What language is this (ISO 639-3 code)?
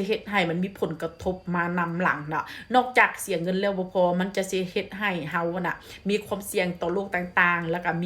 tts